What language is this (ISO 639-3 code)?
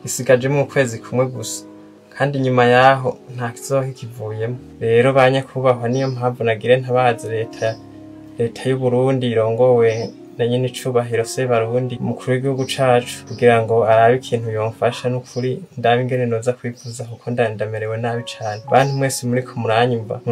run